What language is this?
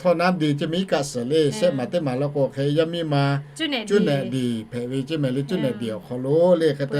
Lahu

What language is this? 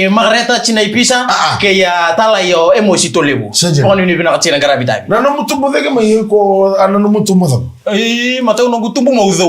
Fijian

